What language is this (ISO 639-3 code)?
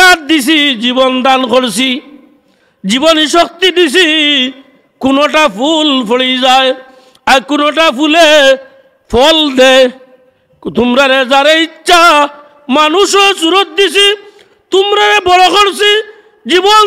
syl